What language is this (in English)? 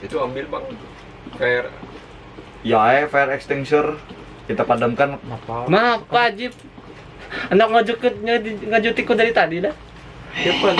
Banjar